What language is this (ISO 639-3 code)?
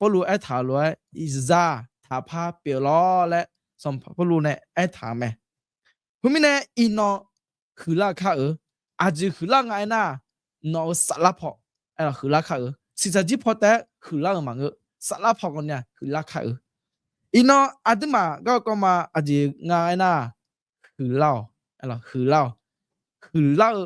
ahk